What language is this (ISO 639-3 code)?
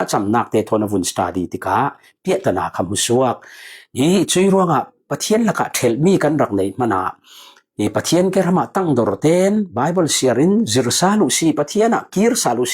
cfm